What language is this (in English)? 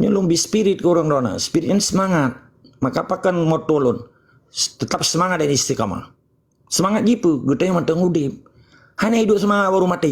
Achinese